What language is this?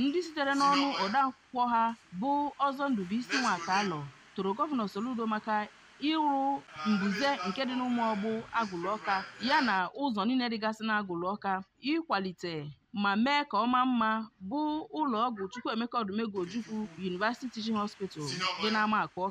Igbo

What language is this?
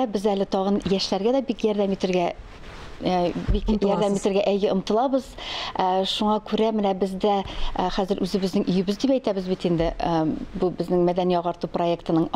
Tatar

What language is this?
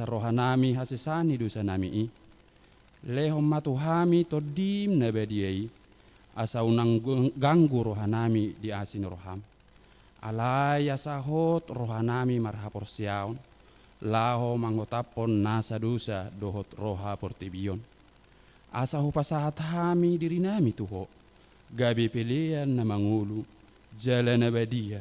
Batak Toba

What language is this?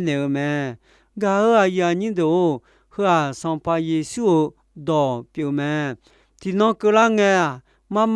Akha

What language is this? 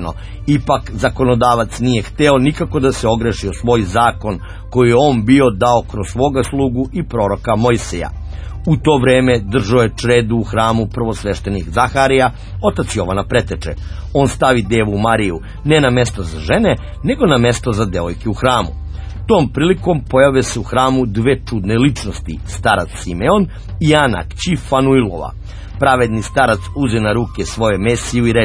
Serbian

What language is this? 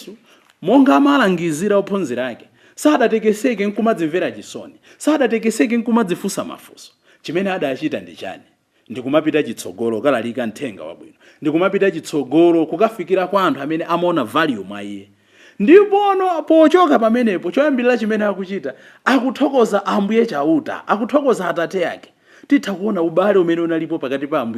Nyanja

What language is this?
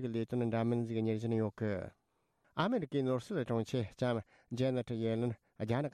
Tibetan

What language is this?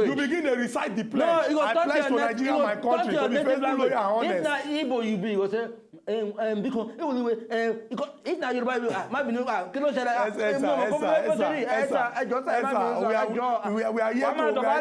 Nigerian Pidgin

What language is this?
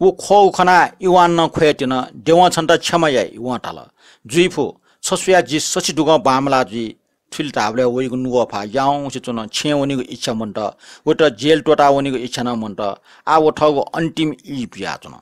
Newari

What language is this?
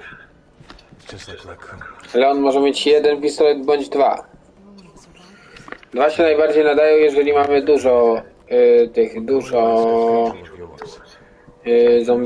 Polish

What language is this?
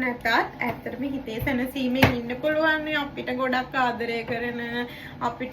Sinhala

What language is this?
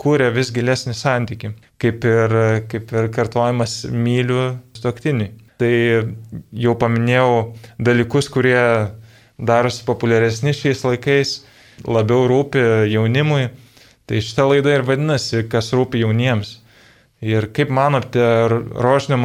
Lithuanian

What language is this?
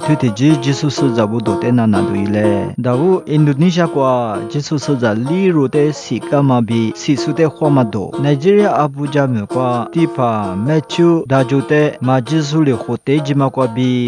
Lisu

